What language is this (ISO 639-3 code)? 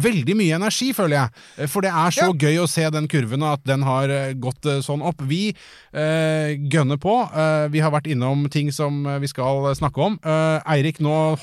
nor